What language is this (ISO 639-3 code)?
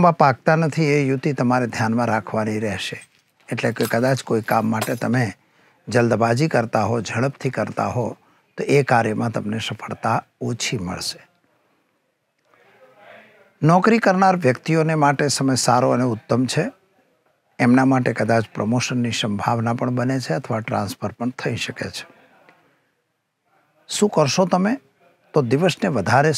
guj